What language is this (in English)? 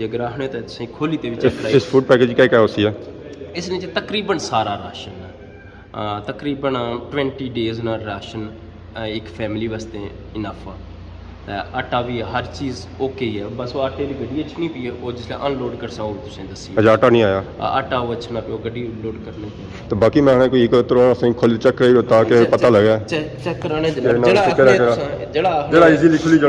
Pahari-Potwari